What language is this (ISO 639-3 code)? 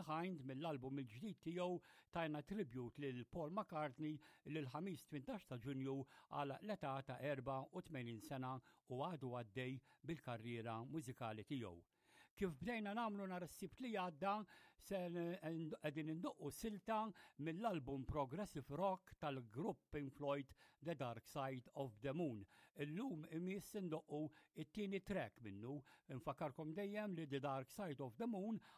mlt